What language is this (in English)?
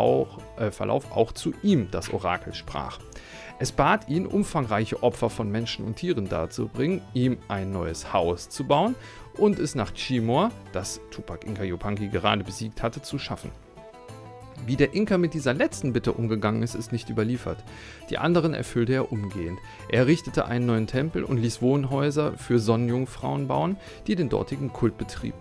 German